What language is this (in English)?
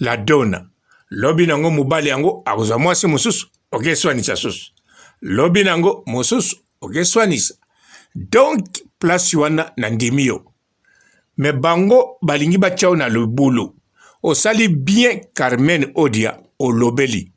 Lingala